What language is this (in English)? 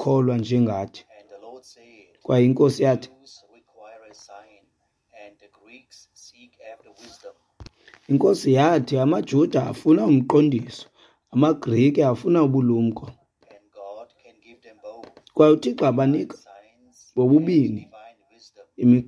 Xhosa